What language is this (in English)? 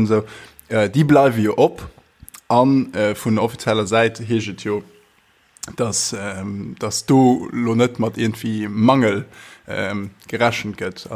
Luxembourgish